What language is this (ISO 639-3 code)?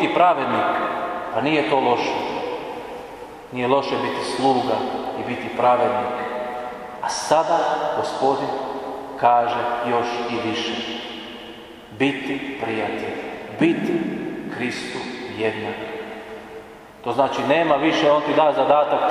hrv